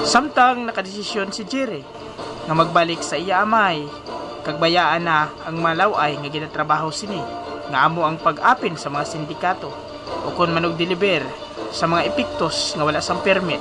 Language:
Hiligaynon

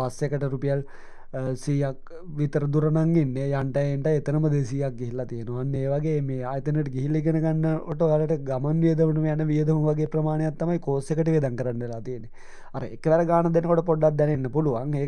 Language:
Sinhala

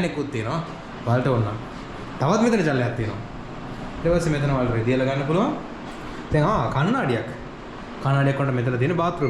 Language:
Sinhala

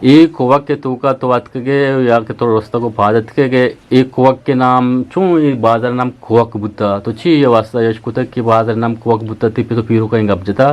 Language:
Eastern Balochi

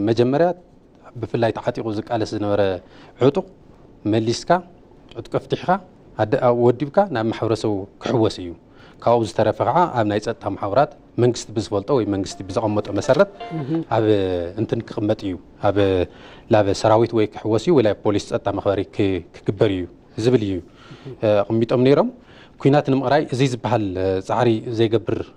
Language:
Tigrinya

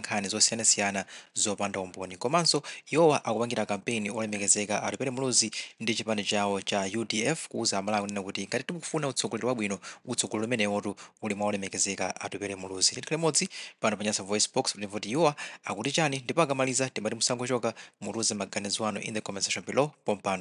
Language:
Nyanja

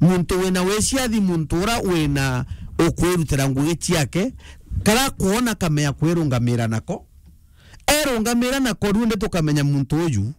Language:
Meru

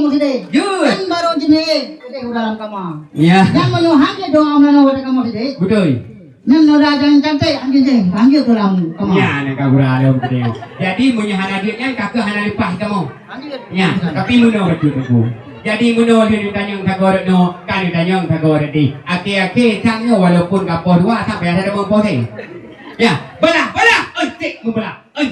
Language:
Achinese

